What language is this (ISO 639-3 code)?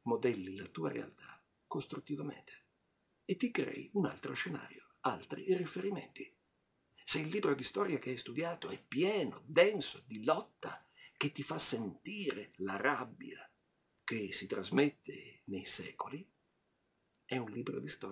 ita